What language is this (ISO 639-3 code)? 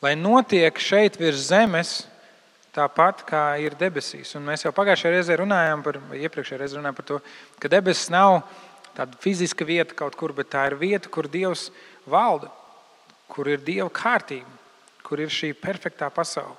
lav